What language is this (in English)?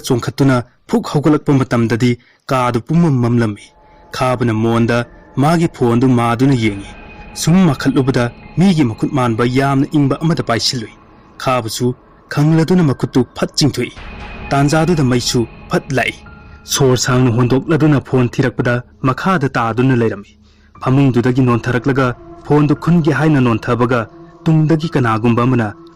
Manipuri